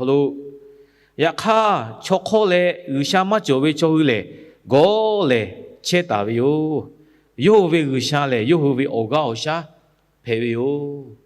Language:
Lahu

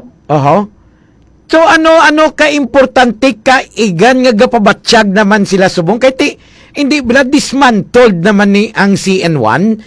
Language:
Hiligaynon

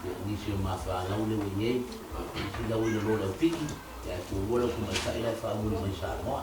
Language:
Samoan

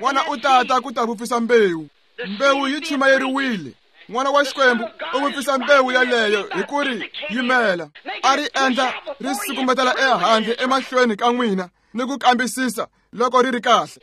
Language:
Tsonga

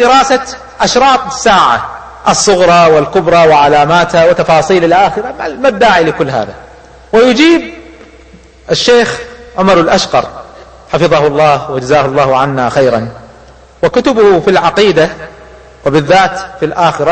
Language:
Arabic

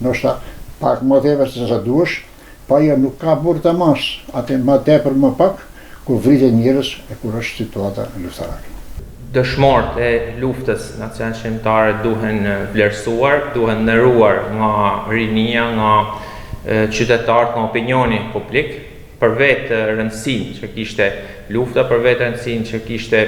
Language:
Albanian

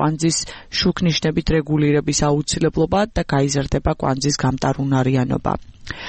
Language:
Georgian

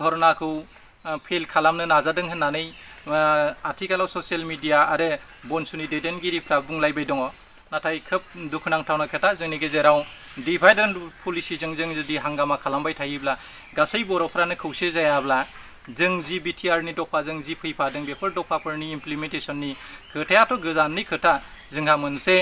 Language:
Bodo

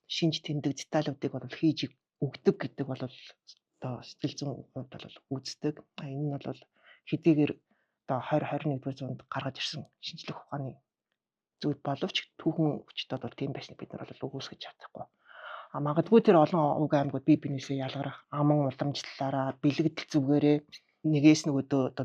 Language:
Mongolian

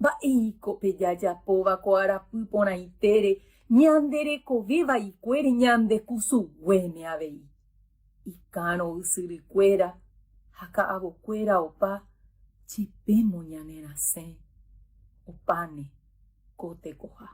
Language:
Guarani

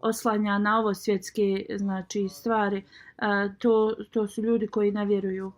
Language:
Bosnian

